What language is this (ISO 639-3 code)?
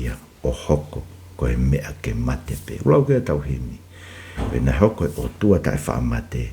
ton